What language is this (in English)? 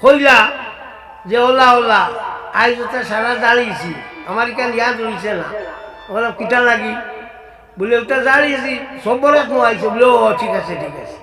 Sylheti